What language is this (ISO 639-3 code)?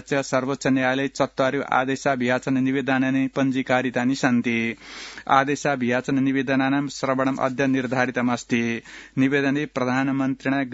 san